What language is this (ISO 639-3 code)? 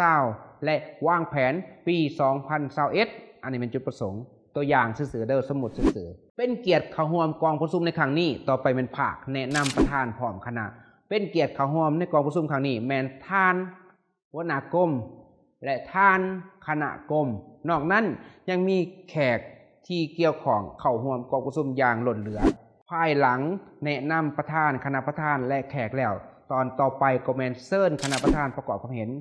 lao